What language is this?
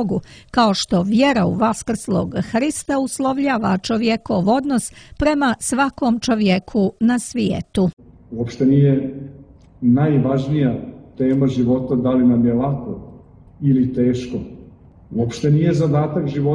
Serbian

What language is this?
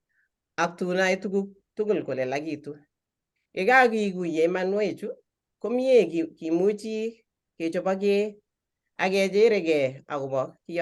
Kalenjin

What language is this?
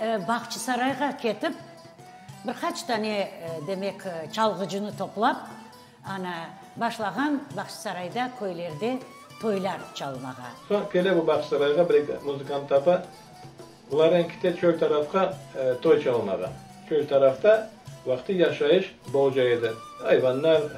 Crimean Tatar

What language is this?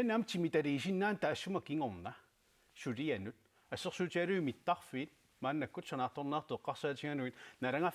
Kalaallisut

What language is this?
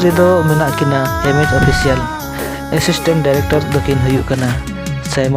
Santali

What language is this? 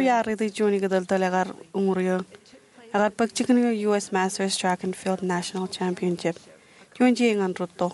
Marshallese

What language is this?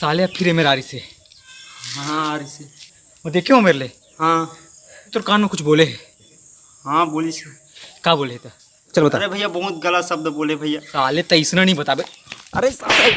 Chhattisgarhi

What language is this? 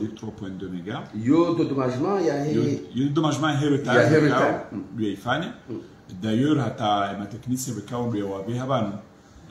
Swahili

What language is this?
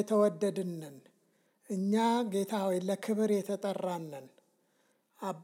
Amharic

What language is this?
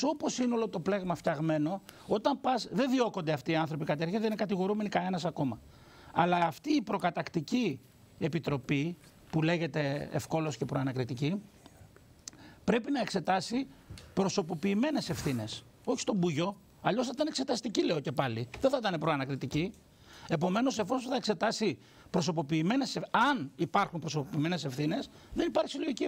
Greek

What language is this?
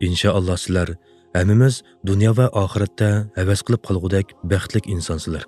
Uyghur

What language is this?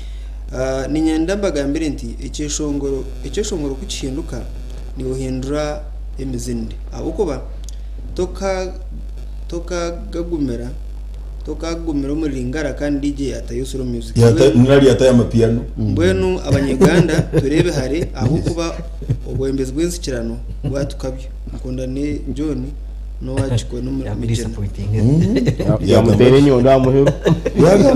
Nyankole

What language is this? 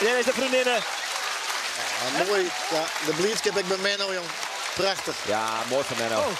Western Frisian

